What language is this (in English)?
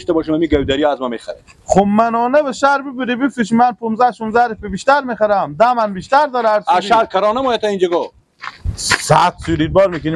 Persian